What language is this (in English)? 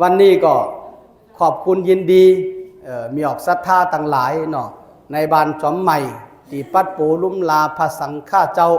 Shan